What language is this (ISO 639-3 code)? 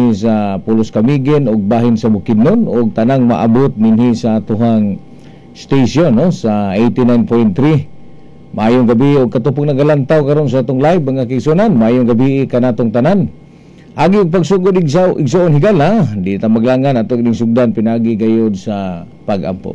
ceb